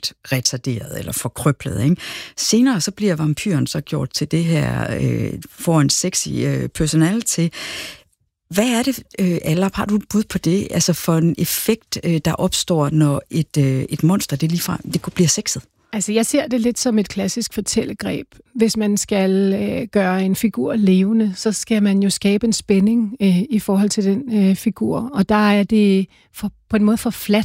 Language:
Danish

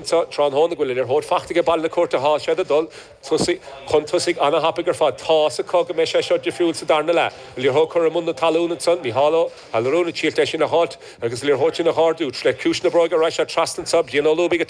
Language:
Irish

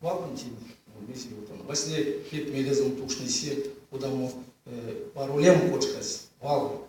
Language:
Erzya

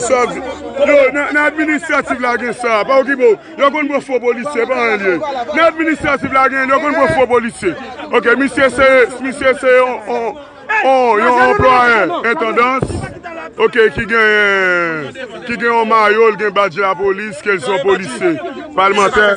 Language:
Haitian Creole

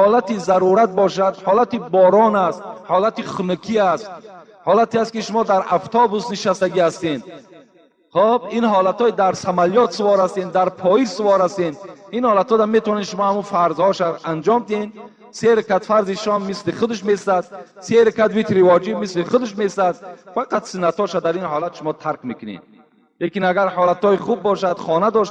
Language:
Tajik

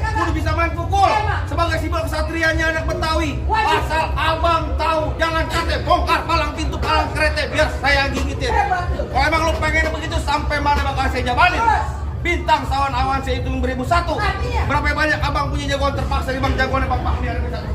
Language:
Betawi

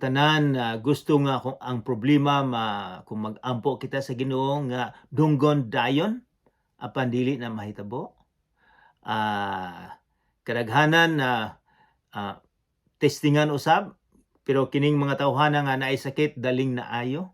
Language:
Cebuano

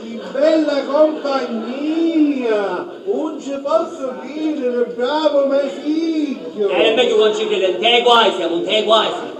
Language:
Sicilian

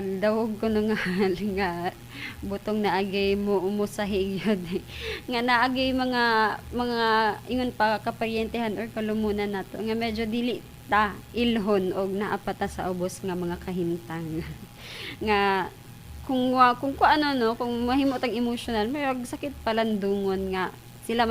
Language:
Cebuano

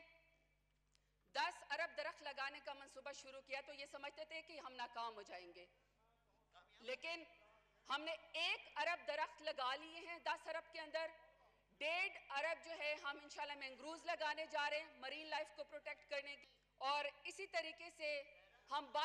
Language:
Urdu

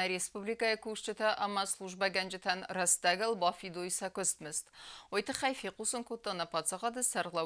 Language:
Ossetic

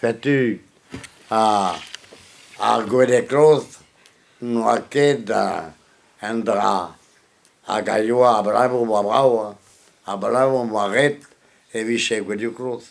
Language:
Breton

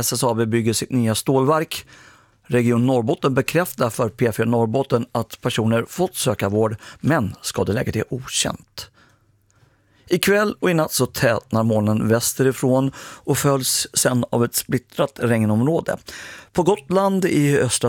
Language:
Swedish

